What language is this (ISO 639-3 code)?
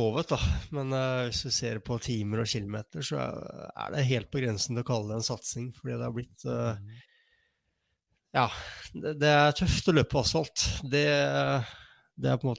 nor